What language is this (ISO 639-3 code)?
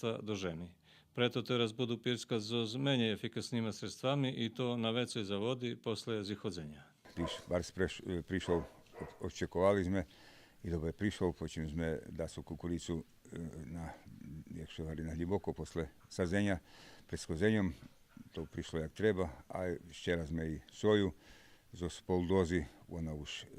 rue